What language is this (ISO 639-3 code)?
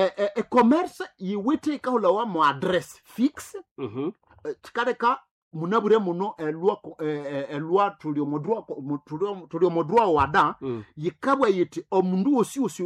nnb